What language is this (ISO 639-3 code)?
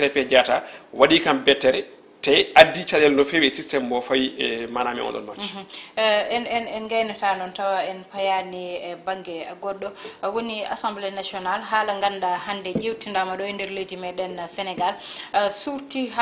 ful